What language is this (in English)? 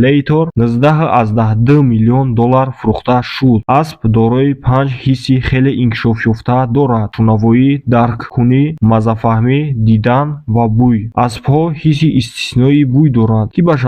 Tajik